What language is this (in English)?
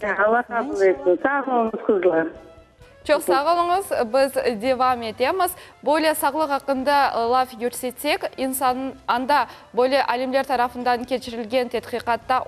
Crimean Tatar